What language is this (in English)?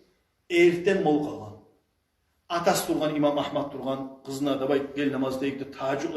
Kumyk